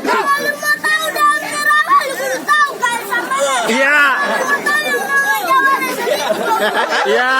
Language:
Betawi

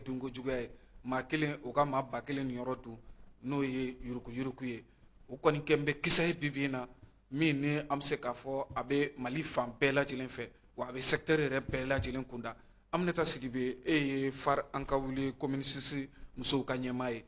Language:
Bambara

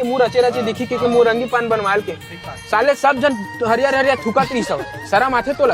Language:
Chhattisgarhi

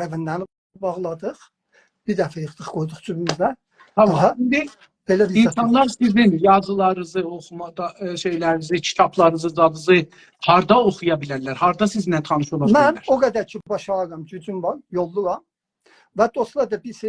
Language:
South Azerbaijani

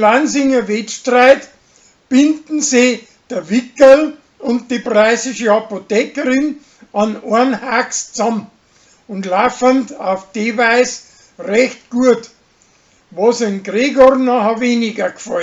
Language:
Bavarian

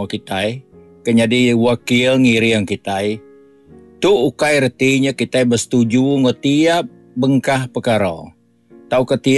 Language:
Iban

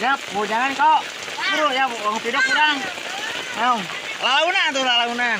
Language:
Sundanese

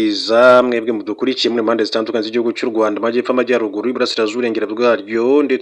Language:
Kinyarwanda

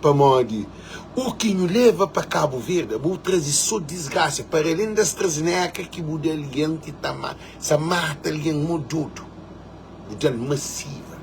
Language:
Kabuverdianu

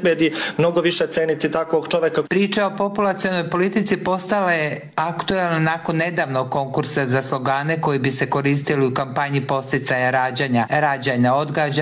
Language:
Serbian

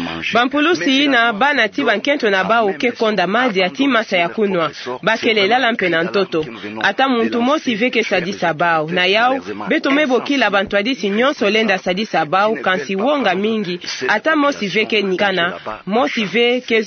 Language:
Kituba (Democratic Republic of Congo)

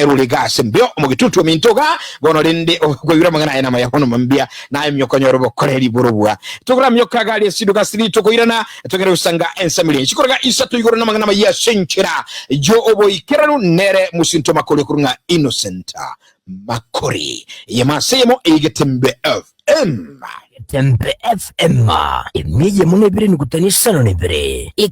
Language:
Gusii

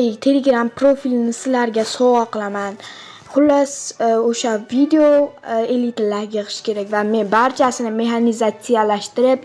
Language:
Uzbek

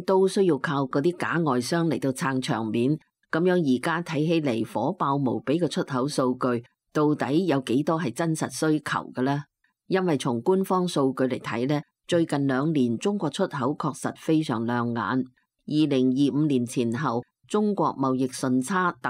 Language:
Cantonese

